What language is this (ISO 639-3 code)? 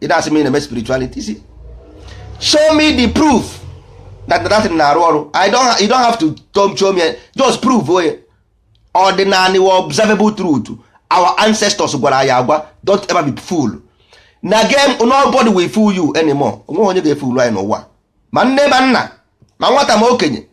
ibo